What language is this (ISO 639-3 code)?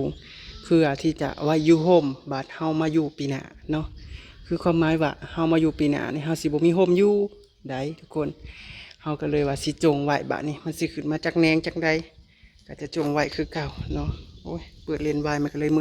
tts